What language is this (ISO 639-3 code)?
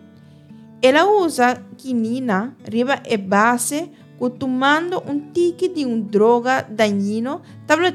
pap